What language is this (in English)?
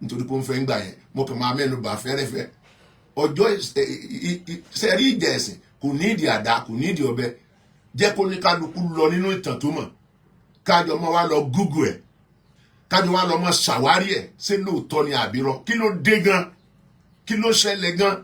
Yoruba